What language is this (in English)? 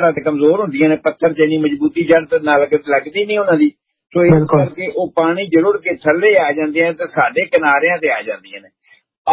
Punjabi